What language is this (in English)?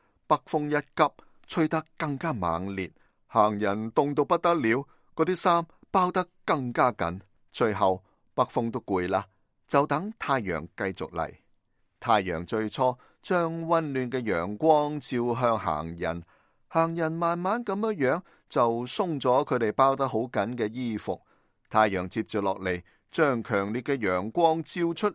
Cantonese